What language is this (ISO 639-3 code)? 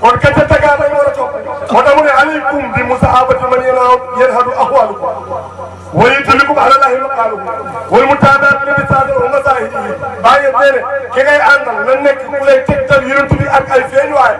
wol